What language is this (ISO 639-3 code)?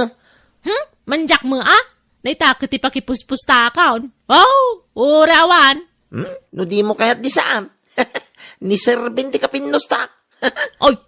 ilo